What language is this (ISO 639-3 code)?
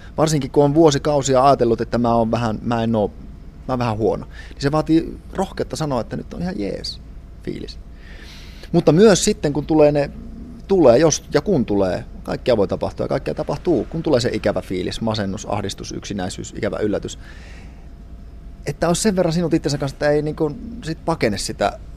fin